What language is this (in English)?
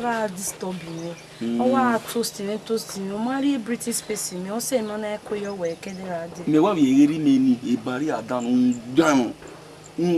Bini